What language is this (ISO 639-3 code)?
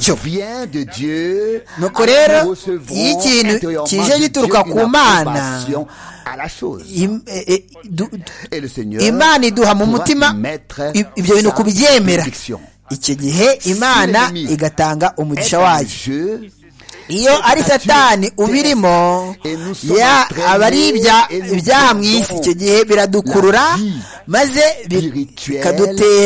kin